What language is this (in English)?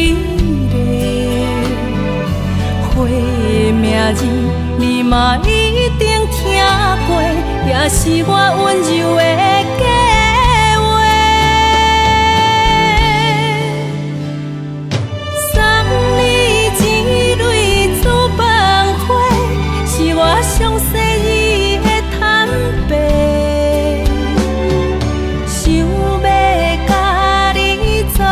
Min Nan Chinese